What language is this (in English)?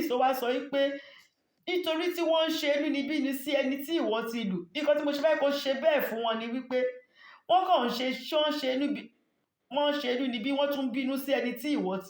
Yoruba